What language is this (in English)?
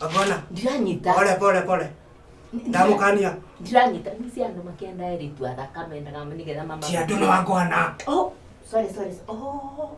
Kikuyu